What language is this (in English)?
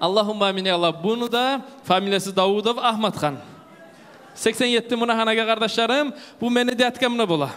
Kumyk